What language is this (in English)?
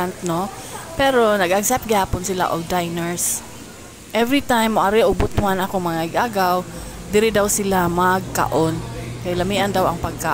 Cebuano